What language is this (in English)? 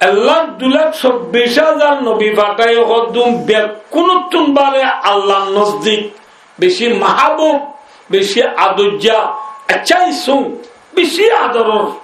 Rohingya